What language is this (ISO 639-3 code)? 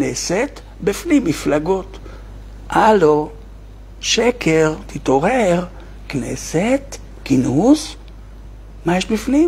heb